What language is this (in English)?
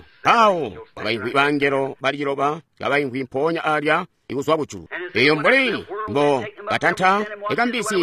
Tonga (Zambia)